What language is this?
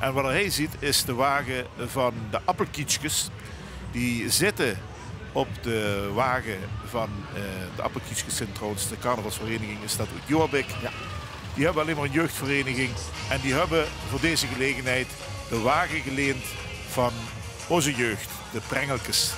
Limburgish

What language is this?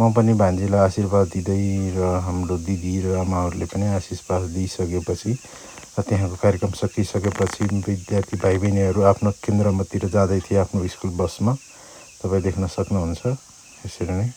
Nepali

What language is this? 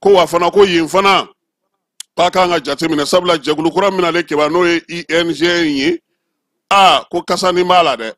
Bambara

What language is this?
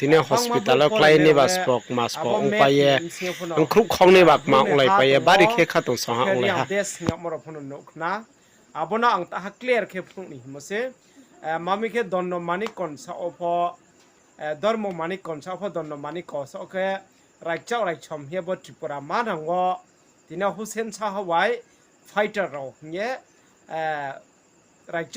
Riang (India)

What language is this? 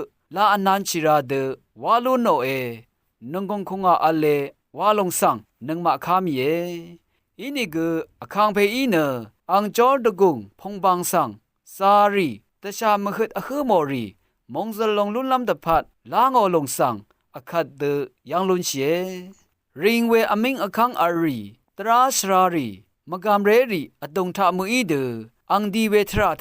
Rawang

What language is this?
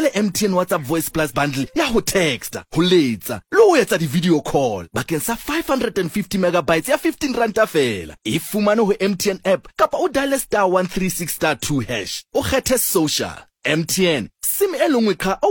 Southern Sotho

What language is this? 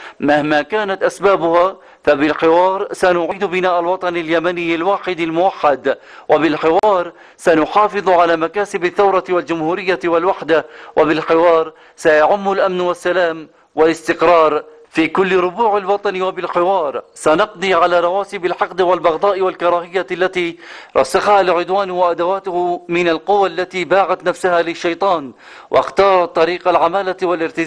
Arabic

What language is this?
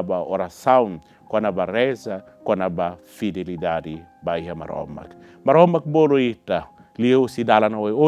Tetum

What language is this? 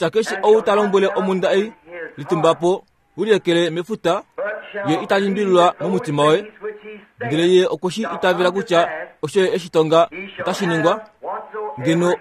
Kuanyama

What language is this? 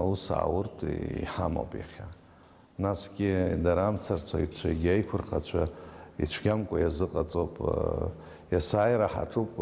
Abkhazian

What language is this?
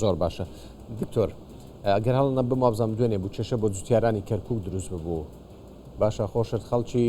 Central Kurdish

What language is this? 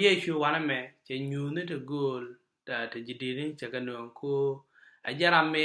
Nuer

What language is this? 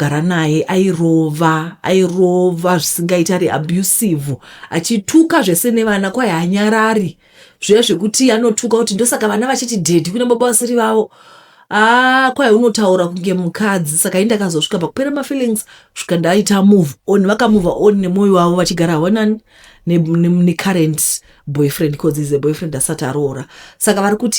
Shona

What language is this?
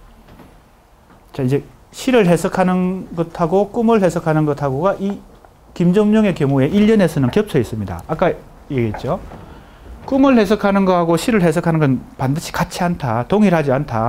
Korean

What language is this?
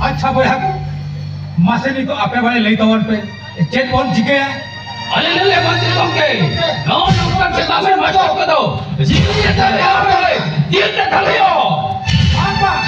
Santali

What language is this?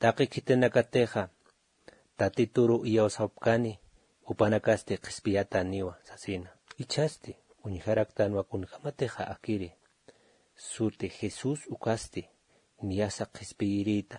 Aymara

